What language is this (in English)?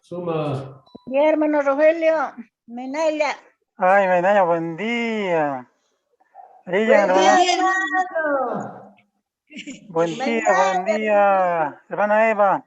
Quechua